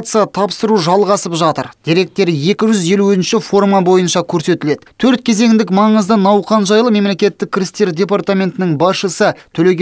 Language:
Kazakh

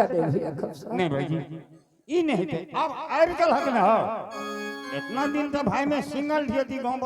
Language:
Angika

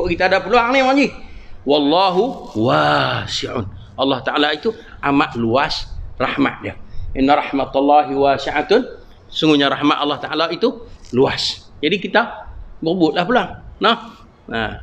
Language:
Malay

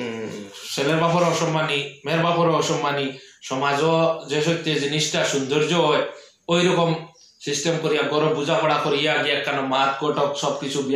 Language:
Sylheti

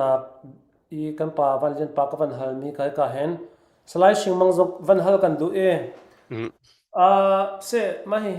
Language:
Falam Chin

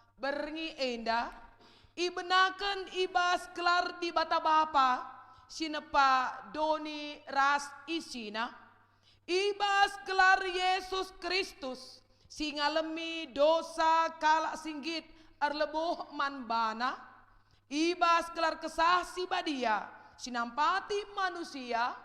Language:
Batak Karo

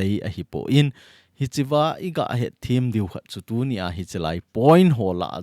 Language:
Thado Chin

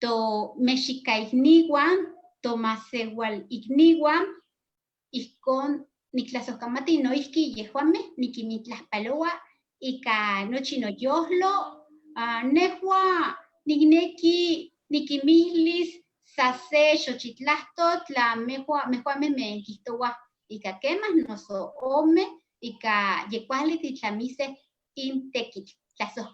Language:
Eastern Huasteca Nahuatl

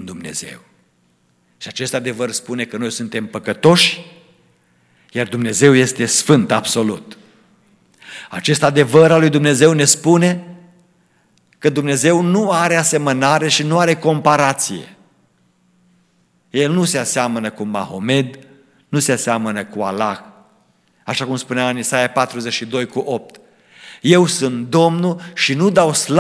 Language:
Romanian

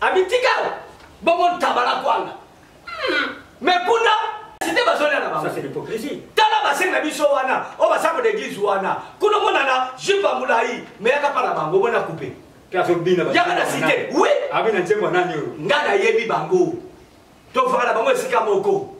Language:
Lingala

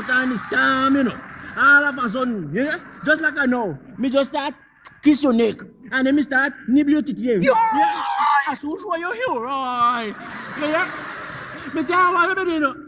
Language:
Jamaican Creole English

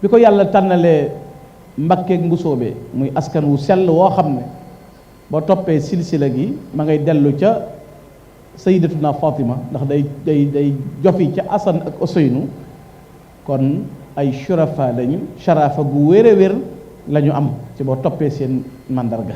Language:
Wolof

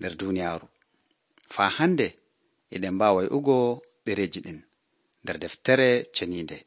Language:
Nigerian Fulfulde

